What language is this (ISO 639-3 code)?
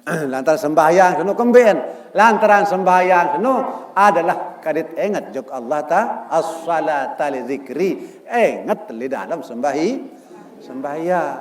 sas